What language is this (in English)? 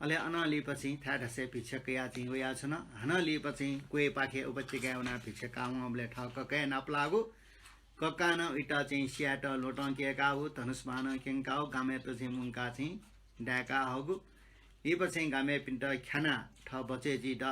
Newari